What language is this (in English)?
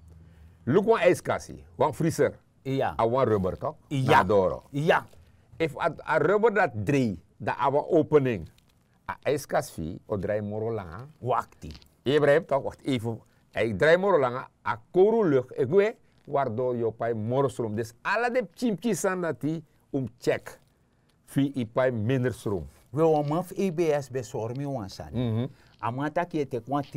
Sranan Tongo